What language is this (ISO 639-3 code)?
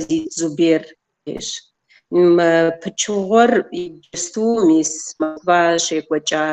kbd